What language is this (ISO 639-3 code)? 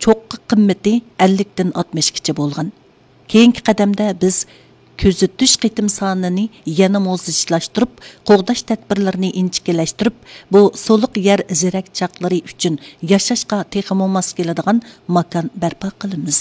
uig